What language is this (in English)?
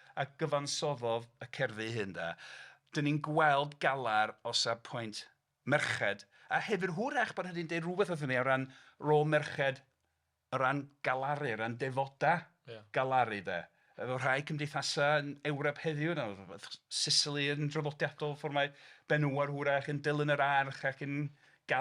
Welsh